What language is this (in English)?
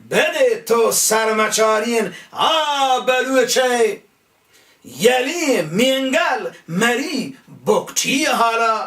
Baluchi